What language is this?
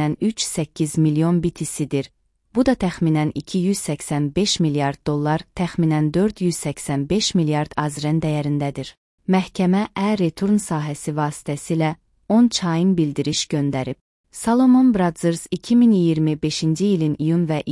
Azerbaijani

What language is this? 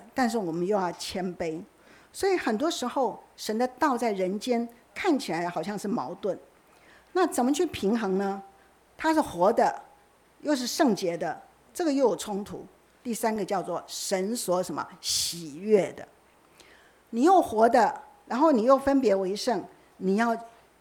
Chinese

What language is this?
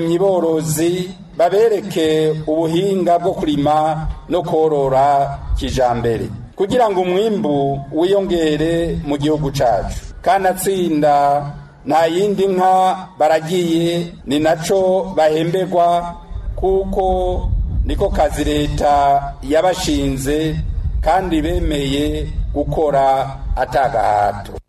Rundi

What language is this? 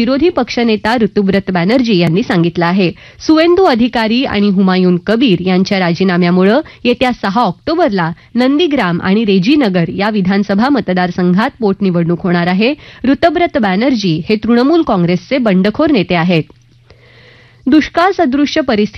Marathi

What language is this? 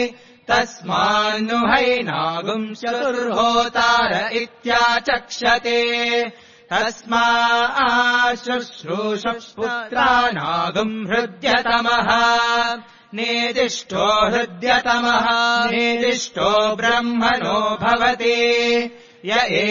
Sanskrit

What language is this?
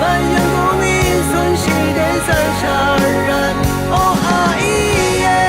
Rawang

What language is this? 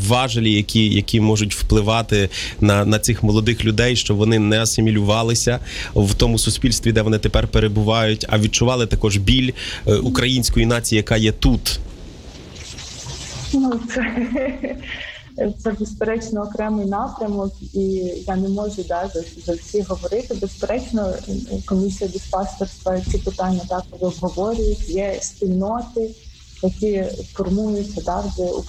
Ukrainian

